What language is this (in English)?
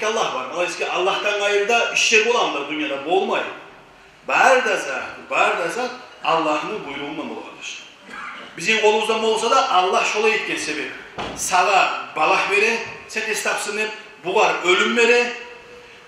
Kumyk